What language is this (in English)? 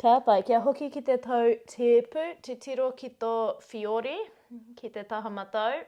Māori